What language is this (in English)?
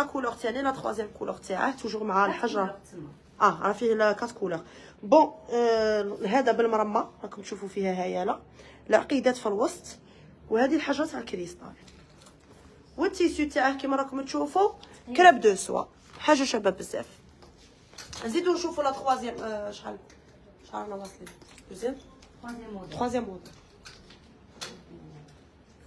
Algerian Arabic